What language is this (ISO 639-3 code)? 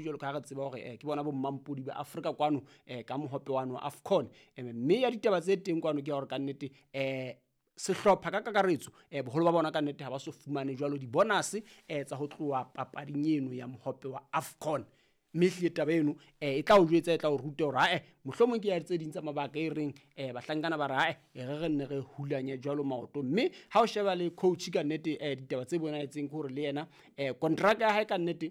sot